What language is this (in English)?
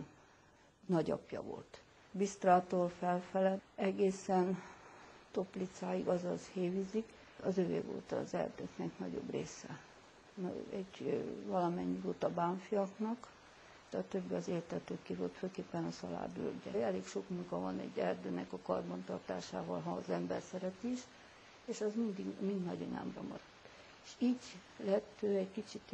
Hungarian